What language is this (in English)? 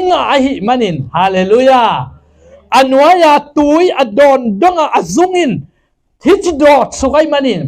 Tedim Chin